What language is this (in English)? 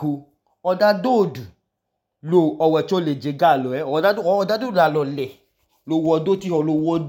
Idoma